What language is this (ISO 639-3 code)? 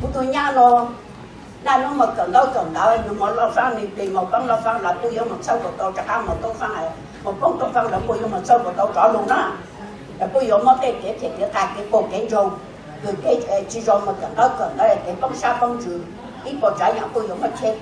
hmn